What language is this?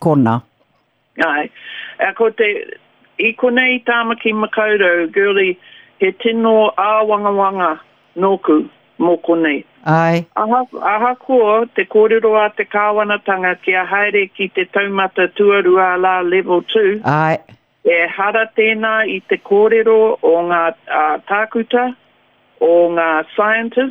Māori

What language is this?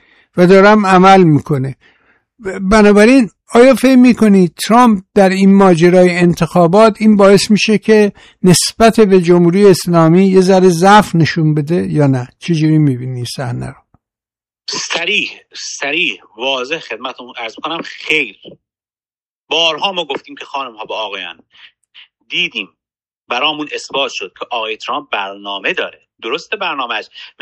Persian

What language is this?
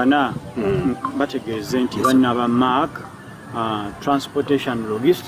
Soga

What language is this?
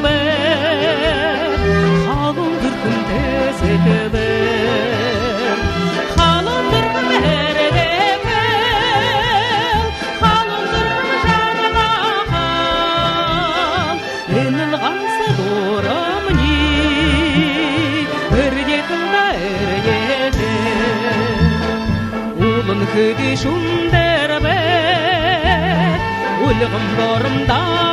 Buriat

